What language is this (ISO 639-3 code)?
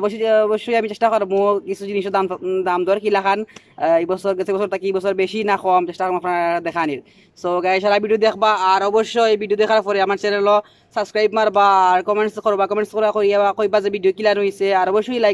syl